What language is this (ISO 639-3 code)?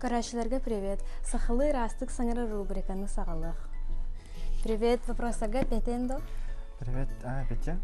sah